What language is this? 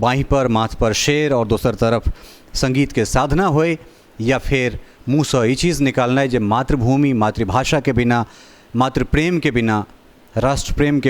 Maithili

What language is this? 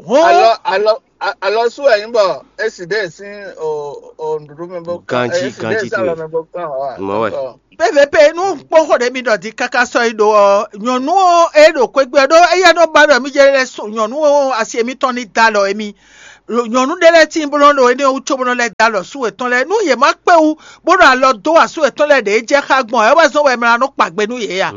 Fon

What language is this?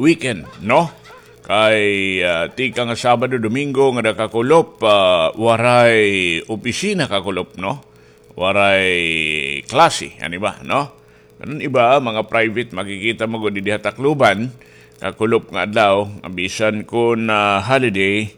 Waray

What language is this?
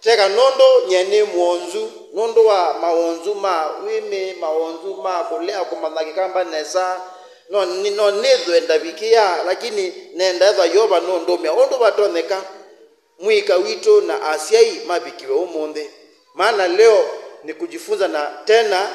Kamba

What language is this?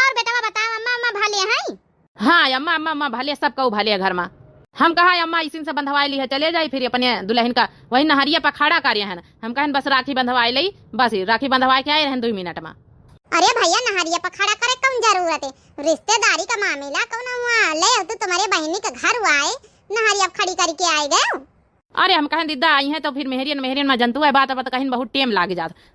Awadhi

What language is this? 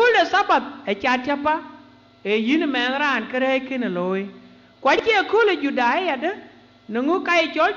Dinka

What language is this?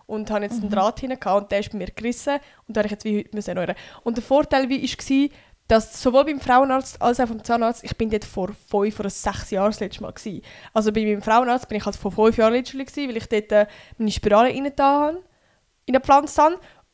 Swiss German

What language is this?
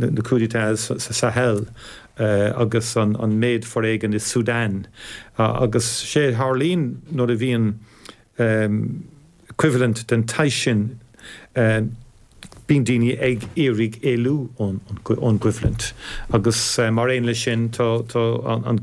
Irish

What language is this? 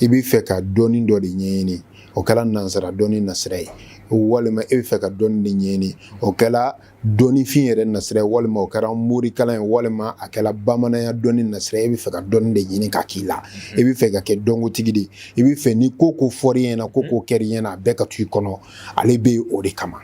Bambara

